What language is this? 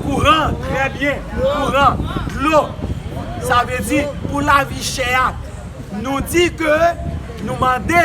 Haitian Creole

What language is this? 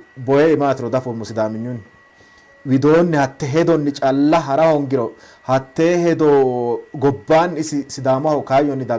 Sidamo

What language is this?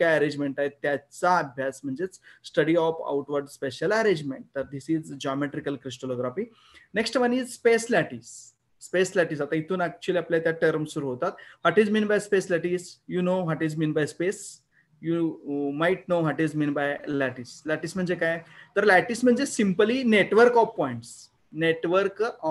Marathi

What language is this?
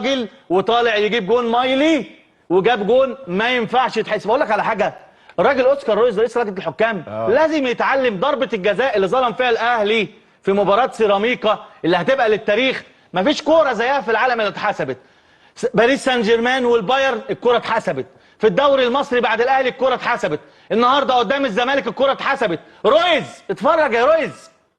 Egyptian Arabic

